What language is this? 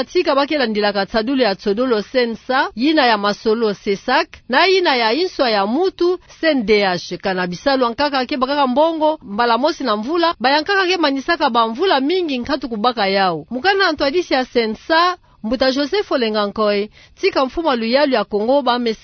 Kituba (Democratic Republic of Congo)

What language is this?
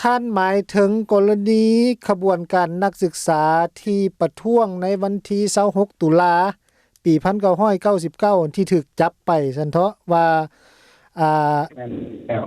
Lao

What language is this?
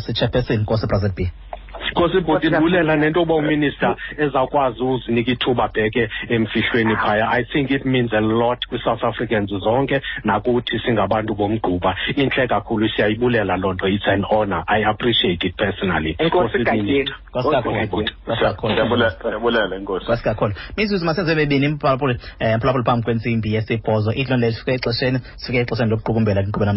Xhosa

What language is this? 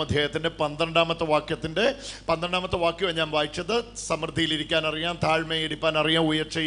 Malayalam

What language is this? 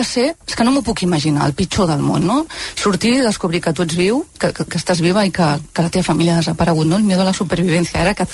Catalan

